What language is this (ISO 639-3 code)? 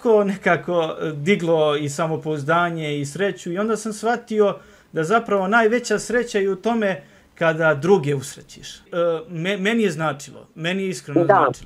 srp